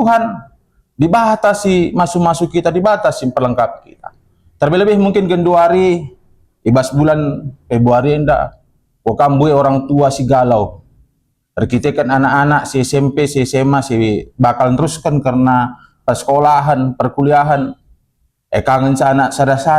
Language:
Batak Karo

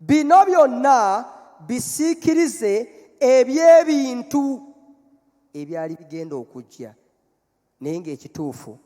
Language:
Ganda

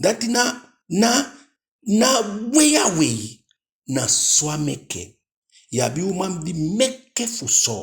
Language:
Eastern Maroon Creole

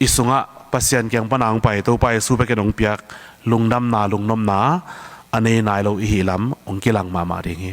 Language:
Tedim Chin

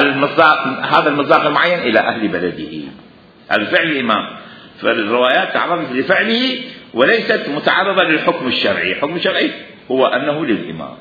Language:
Mesopotamian Arabic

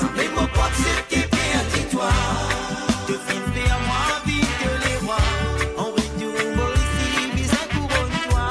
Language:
Morisyen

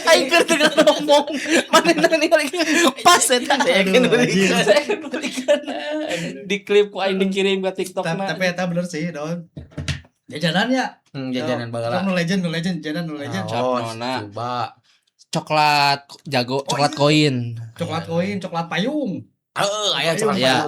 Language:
Sundanese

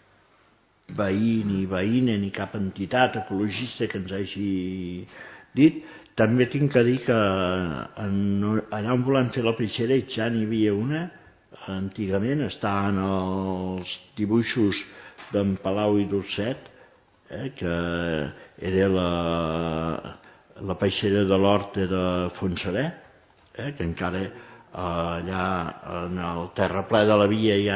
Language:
Catalan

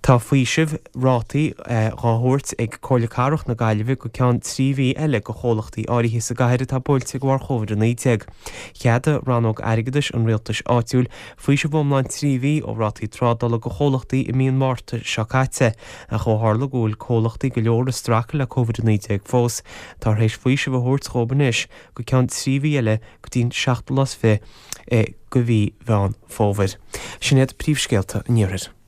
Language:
Irish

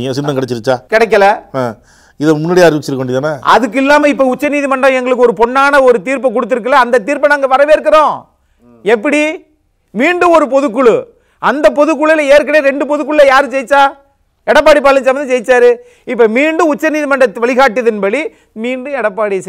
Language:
Tamil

